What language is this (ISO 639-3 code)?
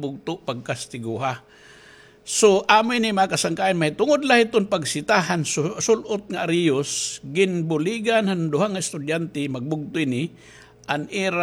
war